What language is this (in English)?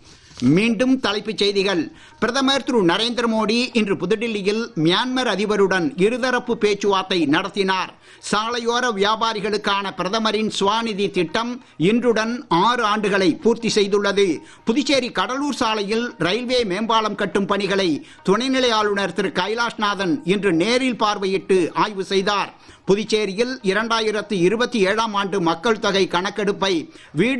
Tamil